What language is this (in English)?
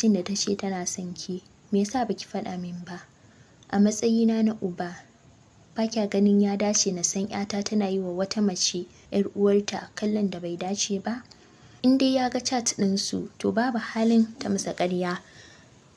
Hausa